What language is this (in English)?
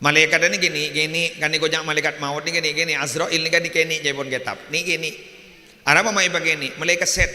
Madurese